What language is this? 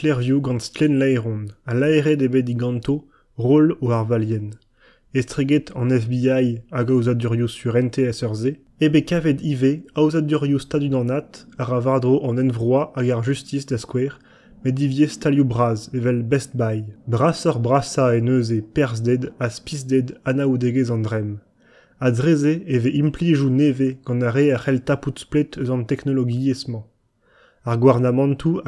Breton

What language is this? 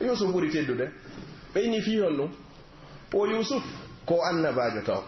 Pular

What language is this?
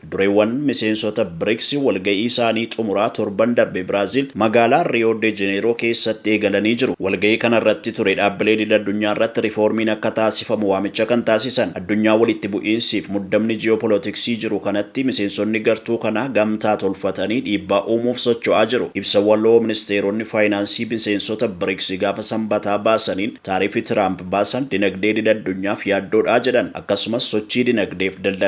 Oromo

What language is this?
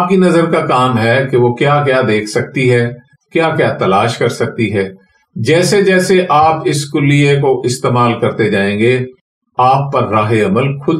Urdu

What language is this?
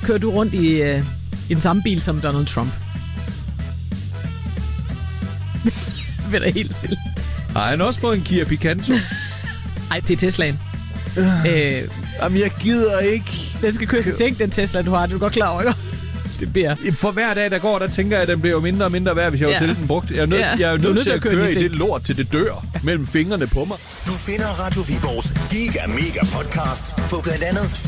Danish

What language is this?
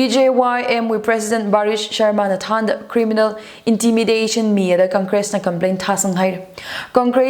Tangkhul Naga (India)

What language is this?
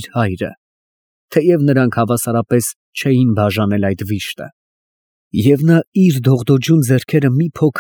Armenian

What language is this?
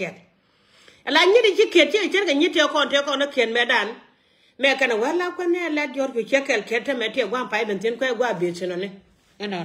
Nuer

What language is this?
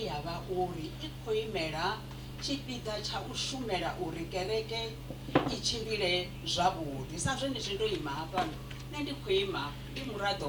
Venda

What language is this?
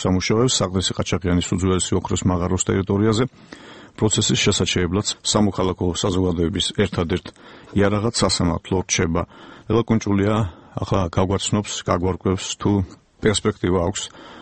Georgian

